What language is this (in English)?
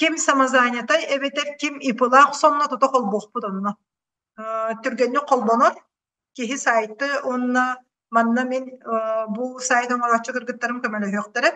Yakut